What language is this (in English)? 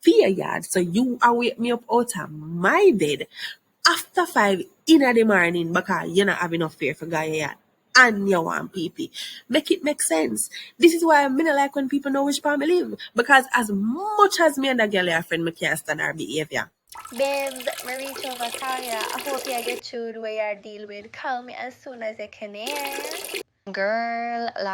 Jamaican Creole English